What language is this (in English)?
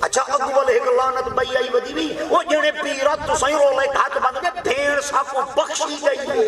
Saraiki